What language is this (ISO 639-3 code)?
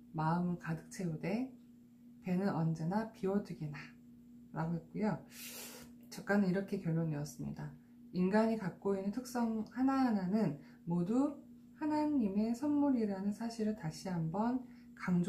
kor